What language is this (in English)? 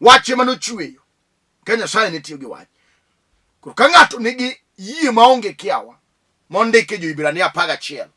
Luo (Kenya and Tanzania)